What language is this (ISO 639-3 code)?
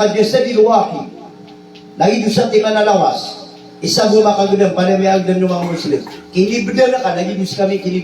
mrw